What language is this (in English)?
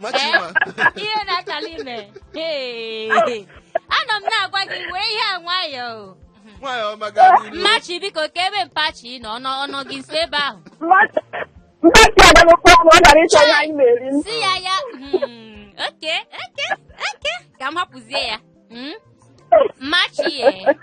Igbo